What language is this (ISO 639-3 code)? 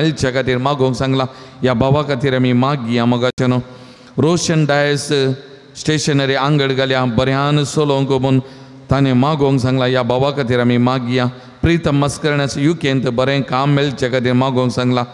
kok